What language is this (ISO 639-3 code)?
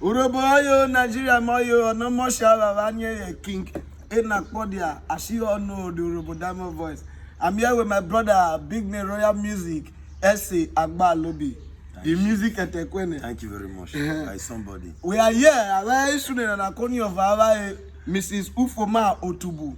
urh